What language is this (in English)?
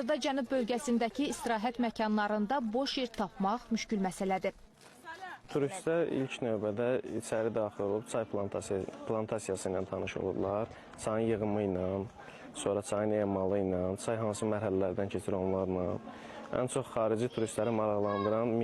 Azerbaijani